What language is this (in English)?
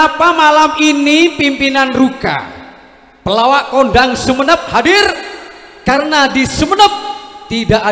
Madurese